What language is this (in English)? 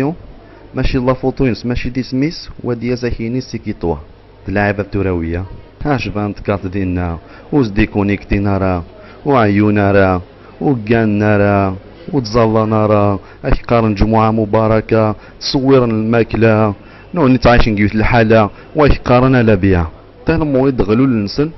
Kabyle